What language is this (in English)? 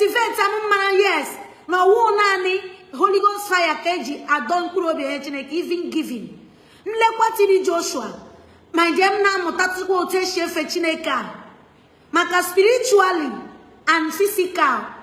Igbo